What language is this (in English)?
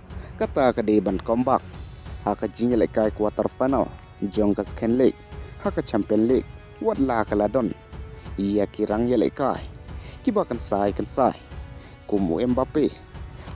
Khasi